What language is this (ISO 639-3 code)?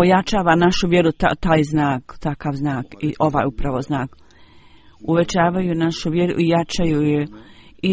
bos